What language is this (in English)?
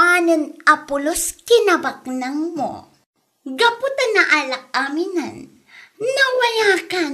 Iloko